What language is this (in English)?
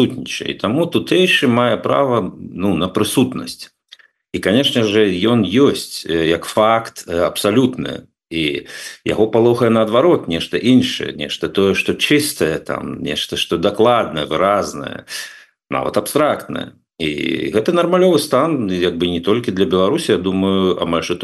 Belarusian